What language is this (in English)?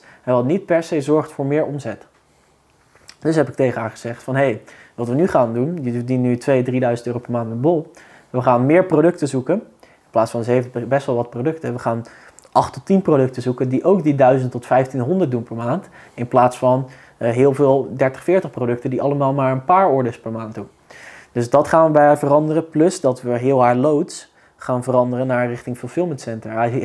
Dutch